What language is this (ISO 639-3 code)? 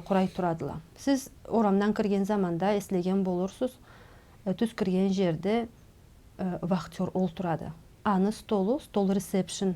krc